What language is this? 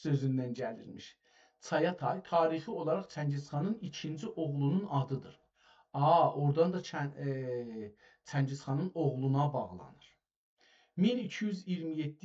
South Azerbaijani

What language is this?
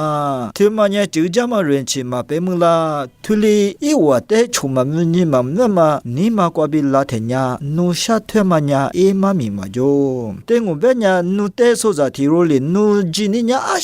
Lisu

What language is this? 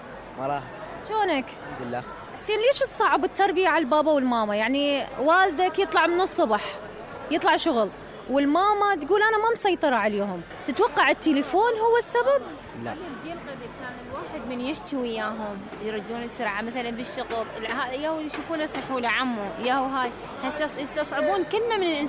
Mesopotamian Arabic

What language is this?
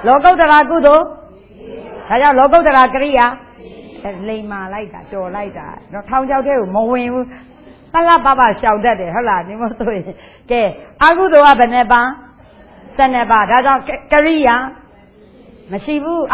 Burmese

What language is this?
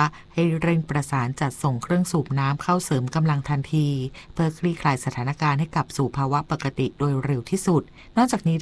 Thai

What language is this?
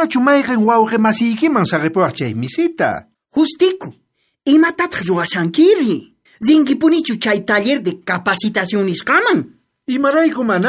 South Bolivian Quechua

